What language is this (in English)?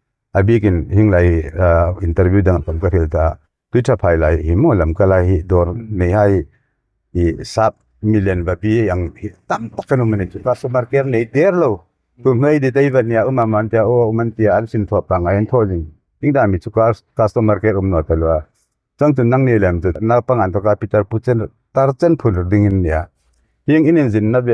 Hmar